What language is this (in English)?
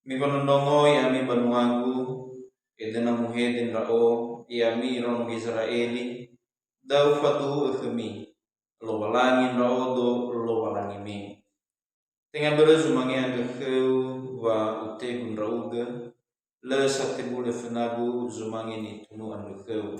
Nias